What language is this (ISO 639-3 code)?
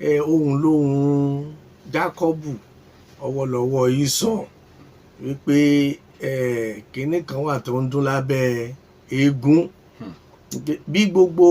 yor